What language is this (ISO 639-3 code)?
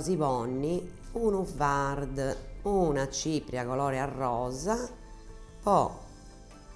srd